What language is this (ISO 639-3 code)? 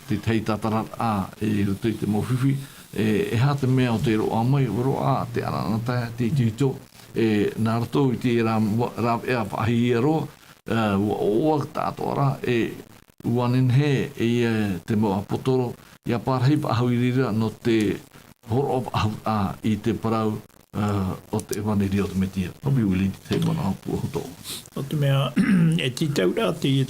tah